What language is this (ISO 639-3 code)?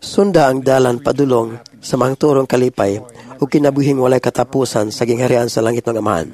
ceb